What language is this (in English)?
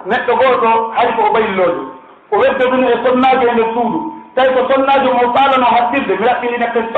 Pular